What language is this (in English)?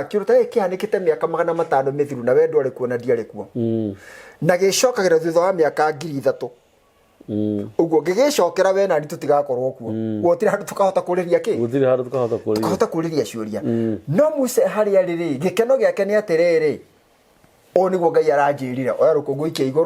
Kikuyu